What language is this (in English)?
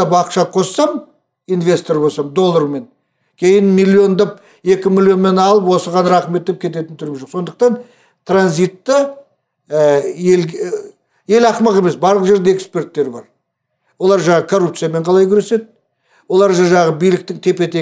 Kazakh